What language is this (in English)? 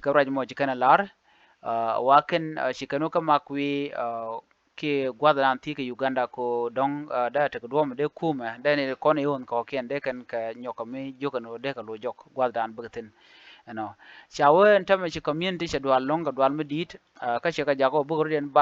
Nuer